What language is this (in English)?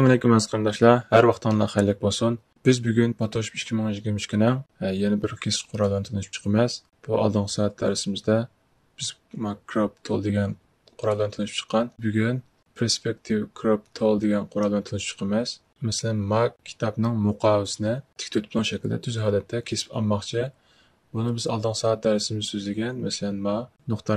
Uyghur